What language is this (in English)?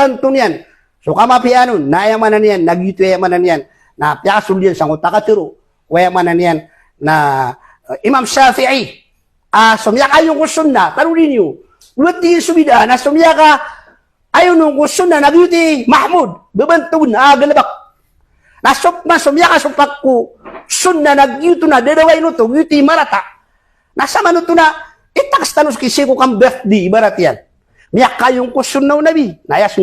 Maranao